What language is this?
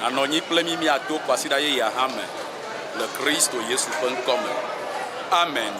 Ewe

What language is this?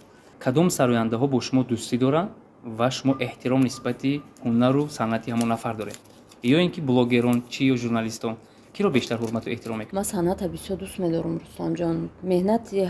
Tajik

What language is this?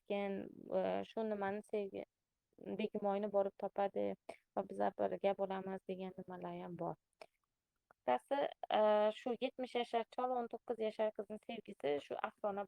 Uzbek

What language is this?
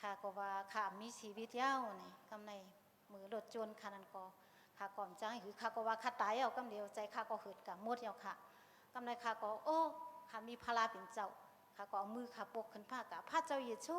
Shan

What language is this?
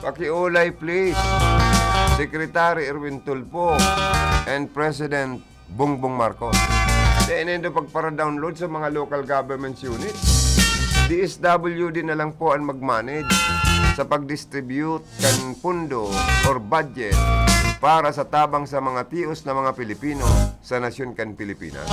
Bikol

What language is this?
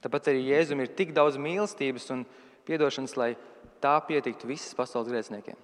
Latvian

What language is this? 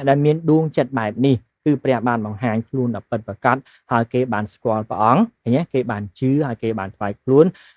Khmer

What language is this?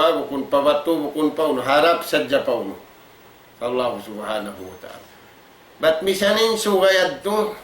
Tausug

